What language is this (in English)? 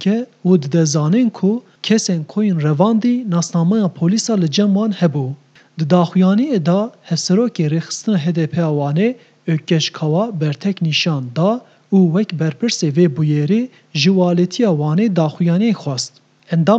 Kurdish